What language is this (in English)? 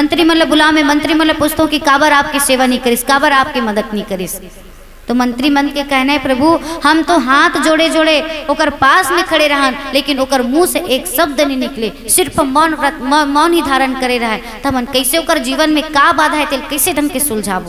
Chhattisgarhi